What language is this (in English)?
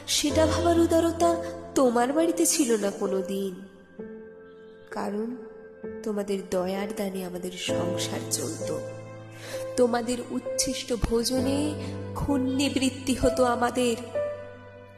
Bangla